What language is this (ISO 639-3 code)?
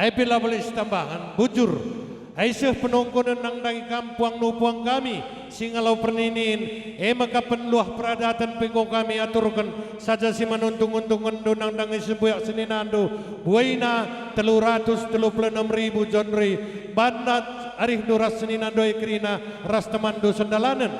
btx